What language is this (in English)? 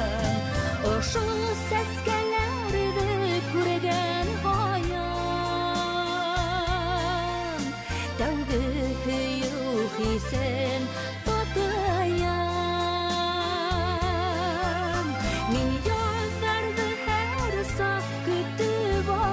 Bashkir